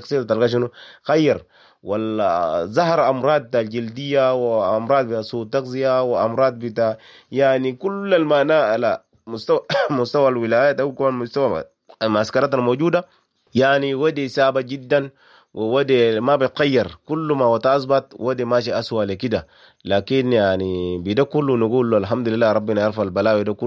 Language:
Sudanese Arabic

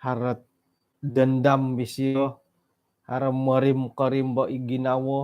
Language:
Central Dusun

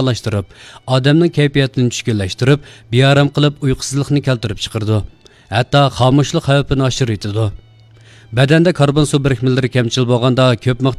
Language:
Uyghur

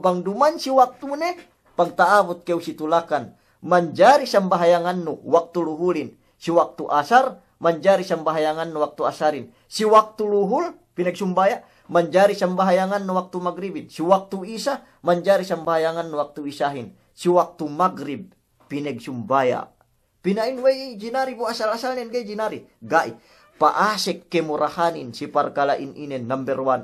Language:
Yakan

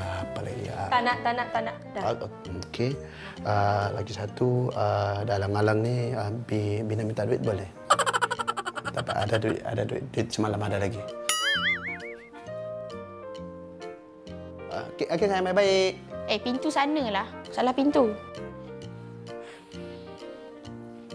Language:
Malay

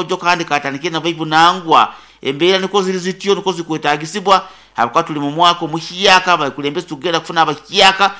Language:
Nyoro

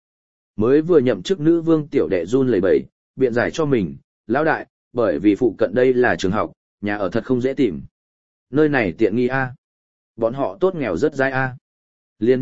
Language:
Vietnamese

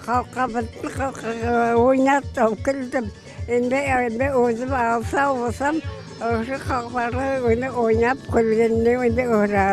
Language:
Crimean Tatar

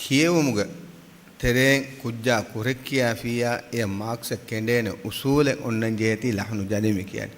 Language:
Divehi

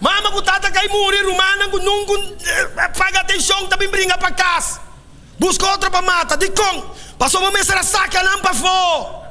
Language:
Papiamento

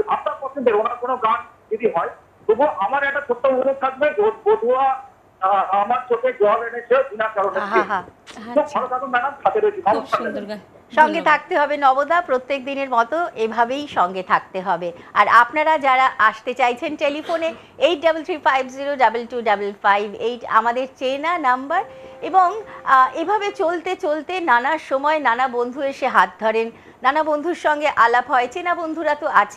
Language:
Bangla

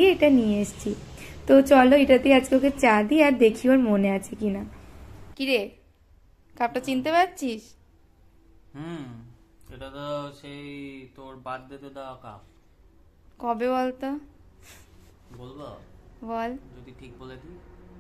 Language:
Bangla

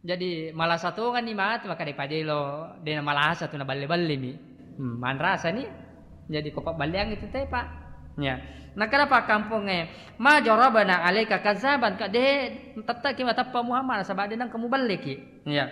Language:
Buginese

